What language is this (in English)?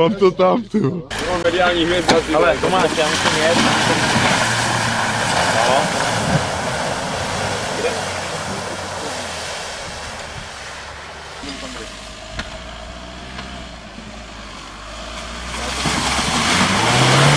Czech